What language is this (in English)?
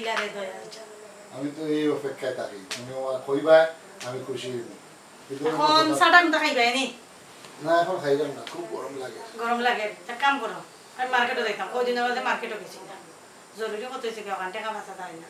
Sylheti